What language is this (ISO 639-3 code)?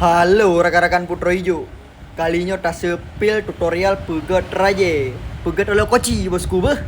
ace